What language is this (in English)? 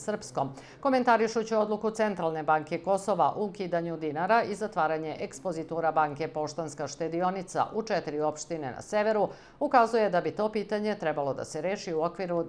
Serbian